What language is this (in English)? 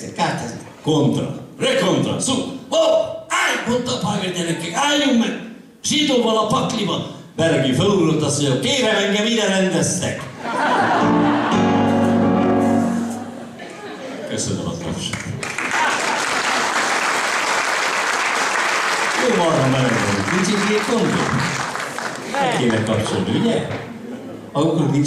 Hungarian